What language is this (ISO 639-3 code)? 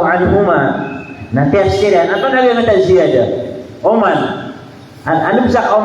mrw